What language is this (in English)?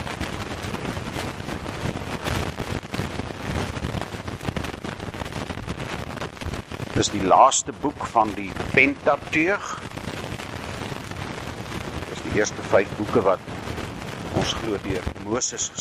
Afrikaans